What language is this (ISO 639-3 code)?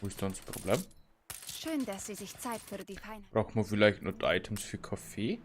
bar